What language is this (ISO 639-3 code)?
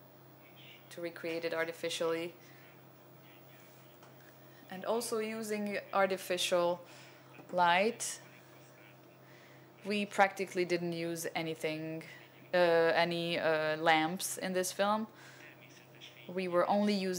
eng